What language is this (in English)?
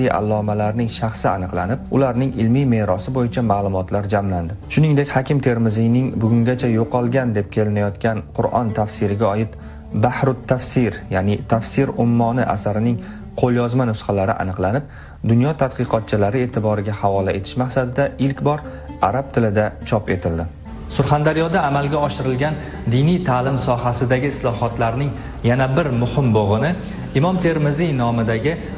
Uzbek